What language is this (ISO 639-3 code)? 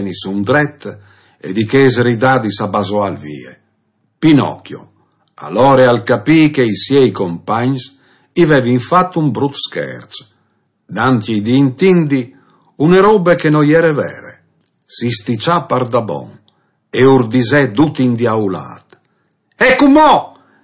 fur